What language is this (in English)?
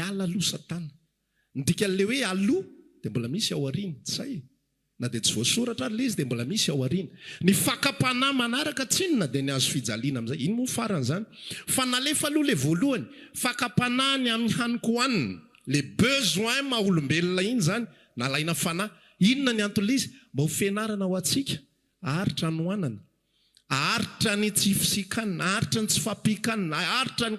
Malagasy